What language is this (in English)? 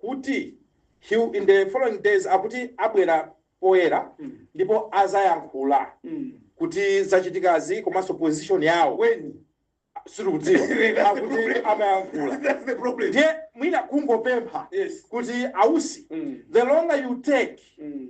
Nyanja